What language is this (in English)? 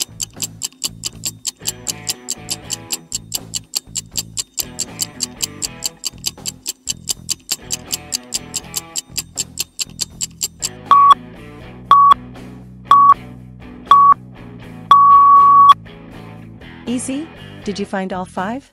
English